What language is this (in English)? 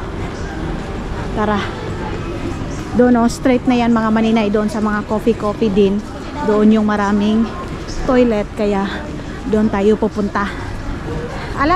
Filipino